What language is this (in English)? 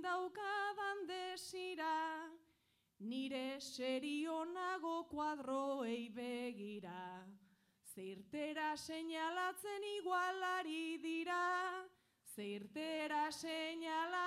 Basque